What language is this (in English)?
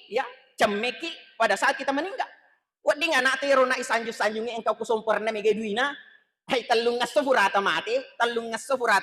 Buginese